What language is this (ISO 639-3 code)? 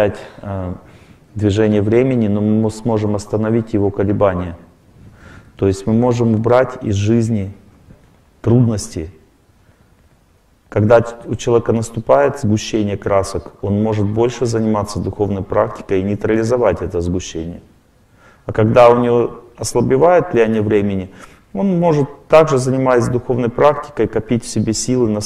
rus